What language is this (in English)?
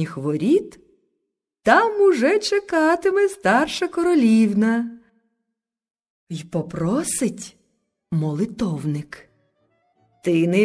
Ukrainian